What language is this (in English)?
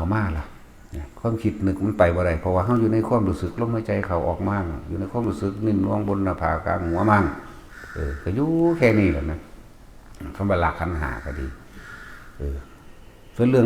Northeastern Thai